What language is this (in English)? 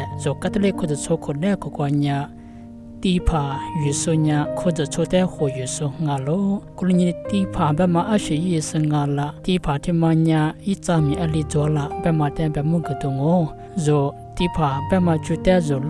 Lisu